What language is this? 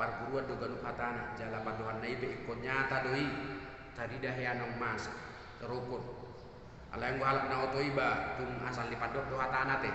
Batak Toba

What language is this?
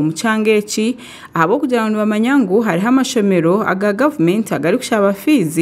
Nyankole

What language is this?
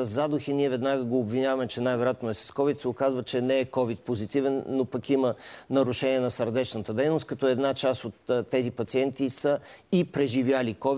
Bulgarian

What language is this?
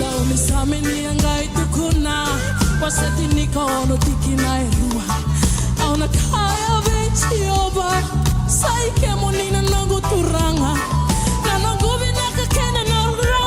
Fijian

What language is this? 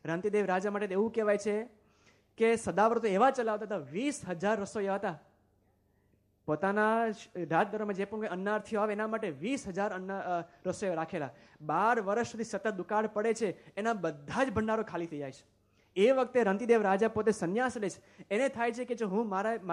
Gujarati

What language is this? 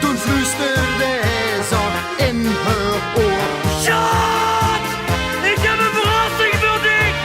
Limburgish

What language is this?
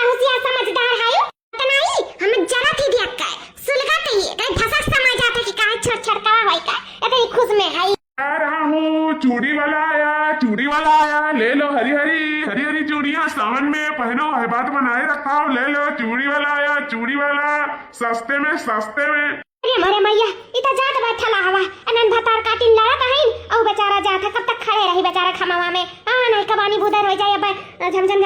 Awadhi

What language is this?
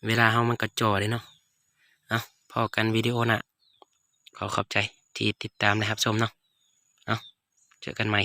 Lao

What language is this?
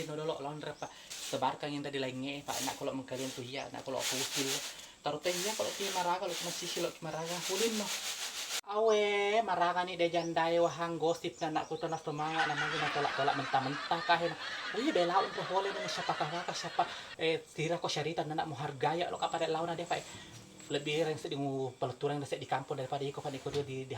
Buginese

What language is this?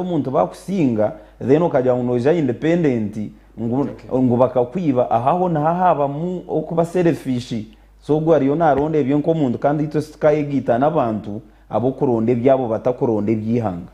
Nyankole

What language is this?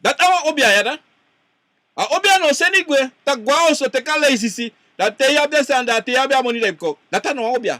Sranan Tongo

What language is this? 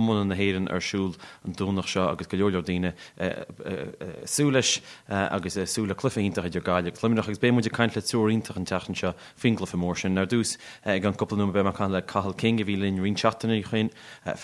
Irish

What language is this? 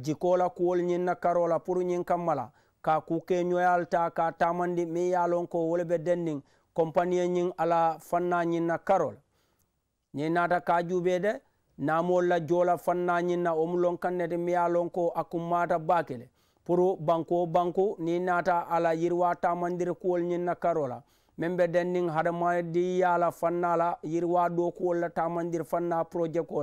Mandingo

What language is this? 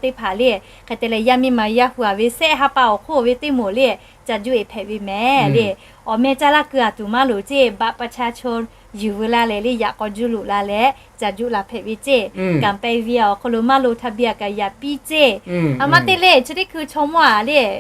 Lahu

